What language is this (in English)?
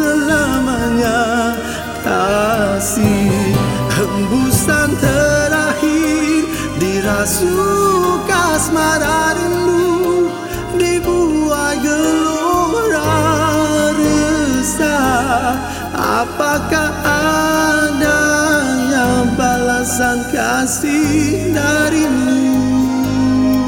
Malay